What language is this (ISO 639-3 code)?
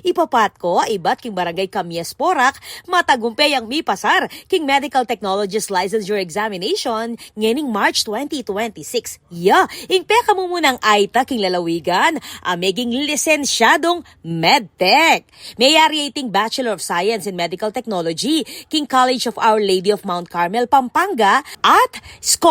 pam